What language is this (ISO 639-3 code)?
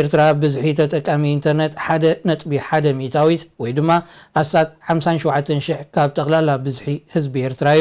tir